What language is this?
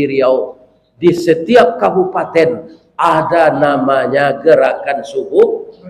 Minangkabau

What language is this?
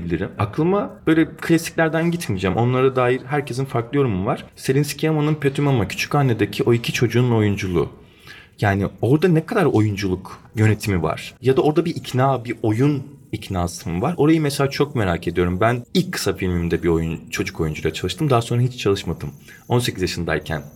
Turkish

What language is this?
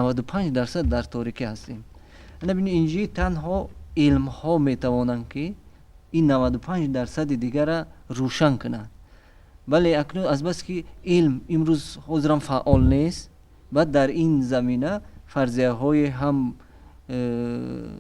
Tajik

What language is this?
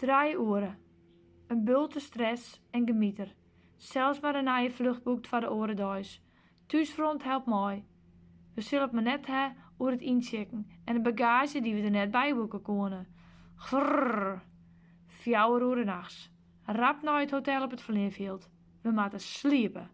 Western Frisian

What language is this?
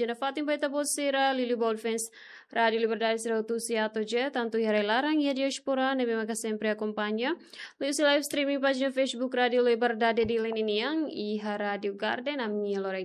Tetum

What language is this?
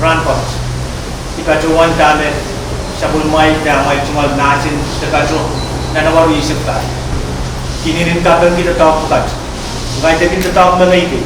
Pohnpeian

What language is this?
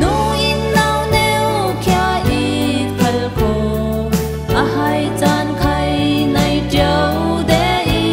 Falam Chin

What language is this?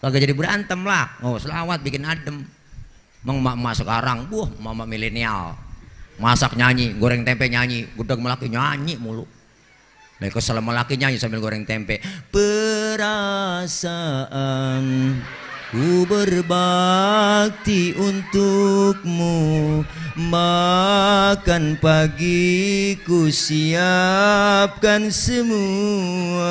Betawi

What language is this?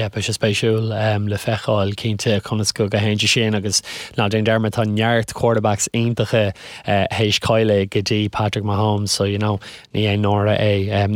Irish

